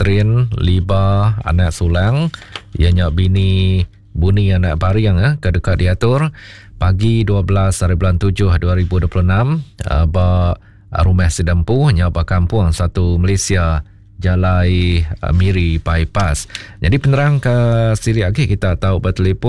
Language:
Iban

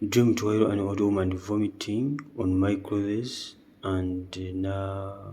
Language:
Ganda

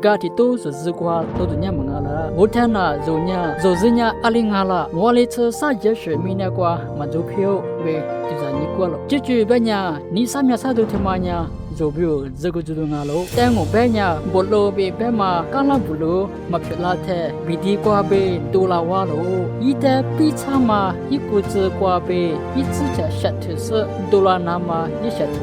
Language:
Lisu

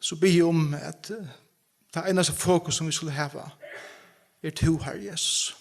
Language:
Faroese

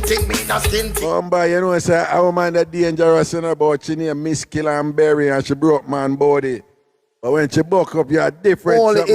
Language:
Jamaican Creole English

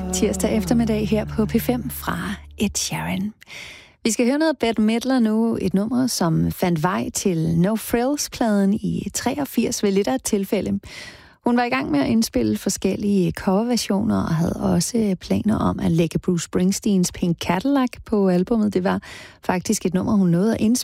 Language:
Danish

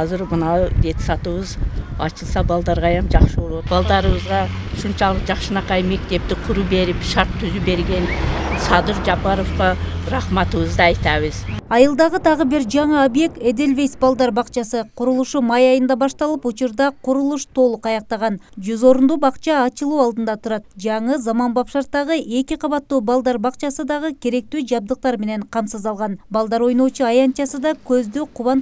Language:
Kyrgyz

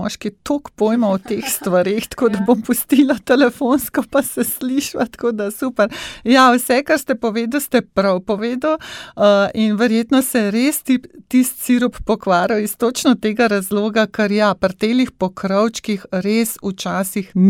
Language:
Slovenian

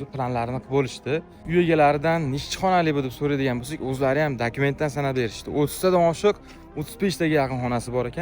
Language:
Uzbek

